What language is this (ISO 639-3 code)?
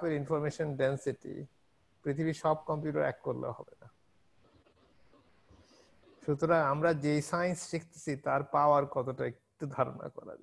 ben